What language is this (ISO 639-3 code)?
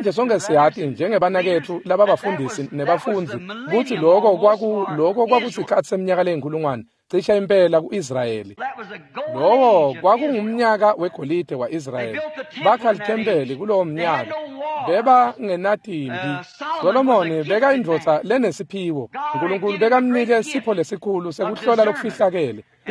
ssw